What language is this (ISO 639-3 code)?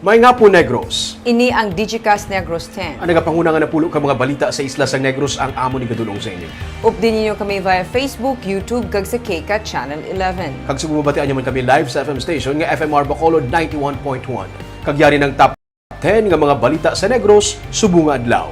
hil